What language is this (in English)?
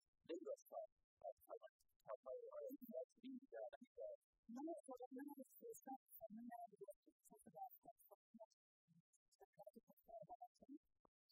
Persian